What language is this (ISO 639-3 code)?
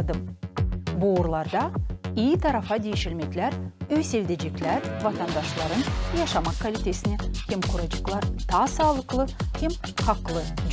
gag